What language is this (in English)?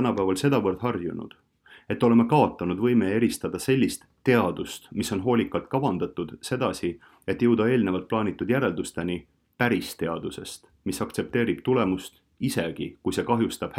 Estonian